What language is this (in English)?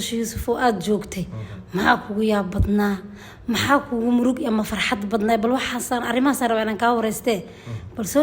Somali